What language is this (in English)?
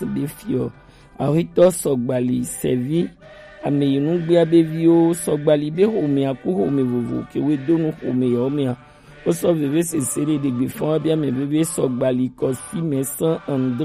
Gen